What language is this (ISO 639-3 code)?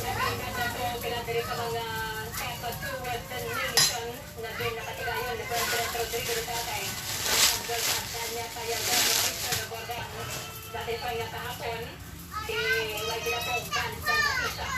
hil